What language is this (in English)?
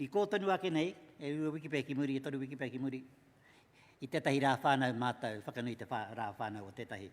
Māori